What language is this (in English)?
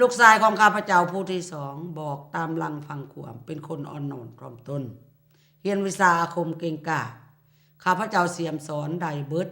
Lao